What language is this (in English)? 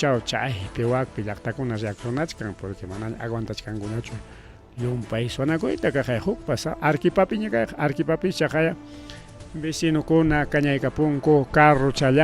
Ayacucho Quechua